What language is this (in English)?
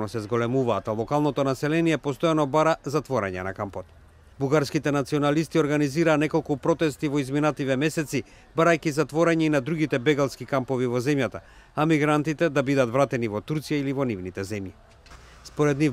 Macedonian